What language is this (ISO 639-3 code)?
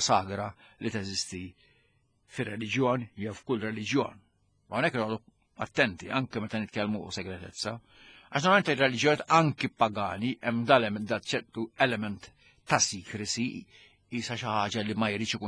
mlt